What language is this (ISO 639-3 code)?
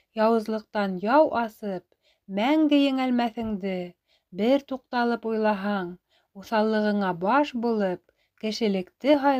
bak